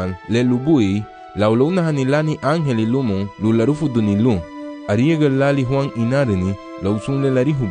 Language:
Garifuna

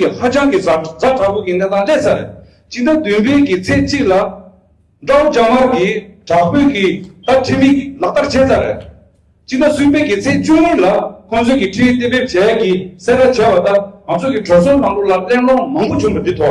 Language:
Tibetan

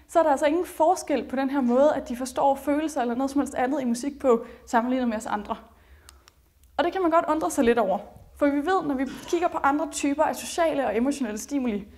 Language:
Danish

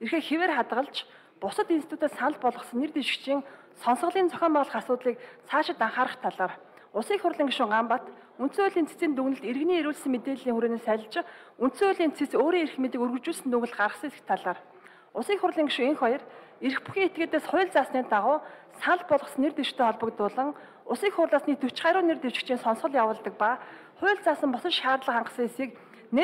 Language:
Mongolian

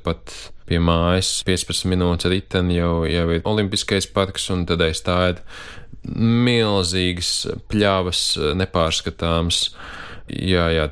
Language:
Latvian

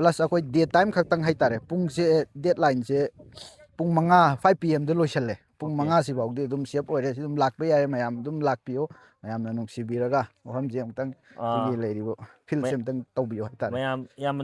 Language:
Manipuri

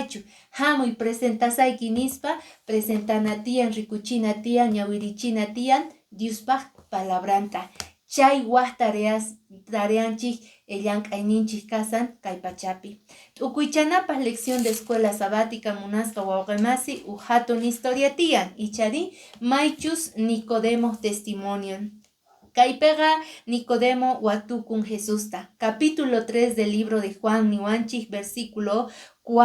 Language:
Quechua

